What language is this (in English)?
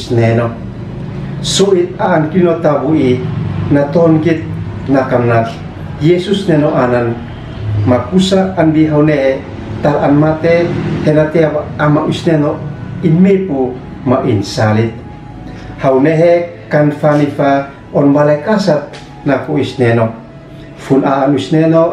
Uab Meto